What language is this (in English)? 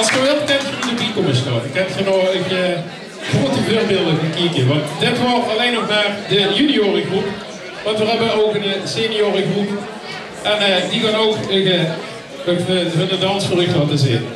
Limburgish